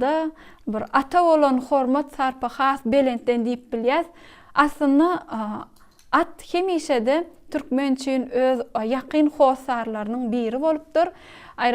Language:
Turkmen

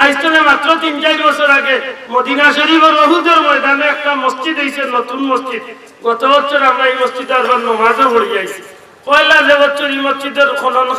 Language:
Sylheti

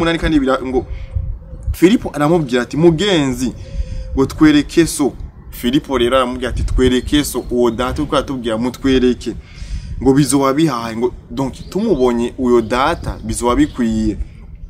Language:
Rundi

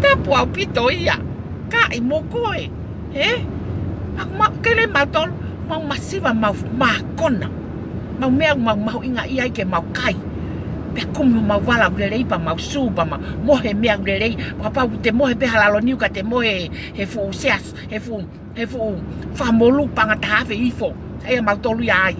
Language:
Tongan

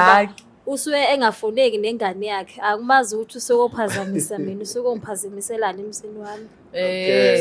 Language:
Zulu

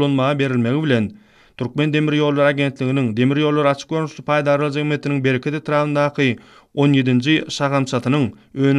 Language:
Turkmen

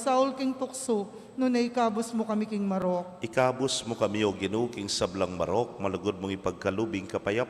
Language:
Pampanga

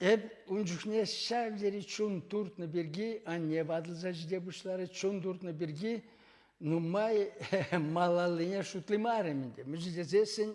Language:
Chuvash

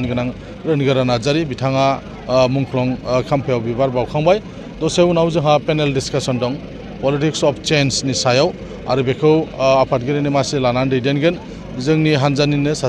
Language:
Bodo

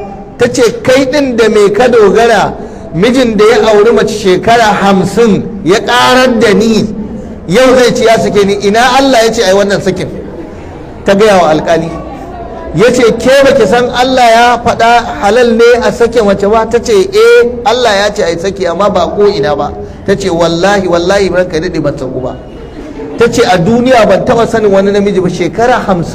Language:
Hausa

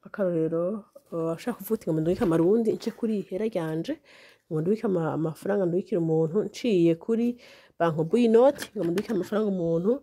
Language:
Rundi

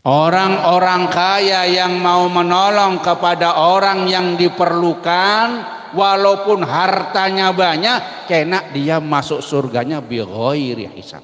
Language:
Banjar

